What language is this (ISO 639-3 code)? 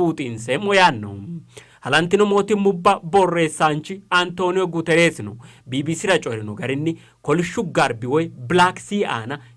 sid